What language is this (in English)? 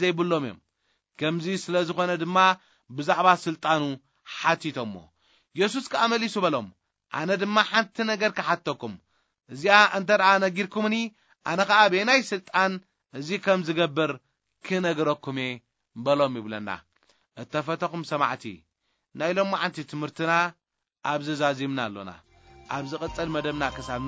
Tigrinya